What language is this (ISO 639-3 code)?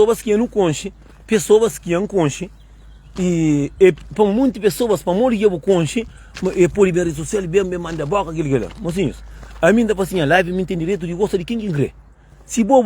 kea